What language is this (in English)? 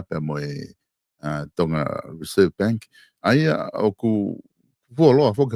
Tongan